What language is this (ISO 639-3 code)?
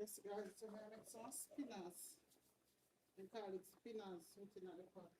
jam